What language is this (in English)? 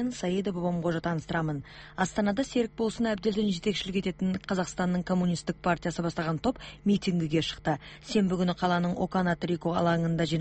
Kazakh